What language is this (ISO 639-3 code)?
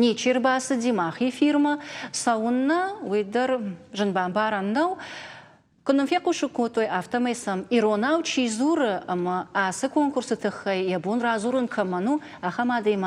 oss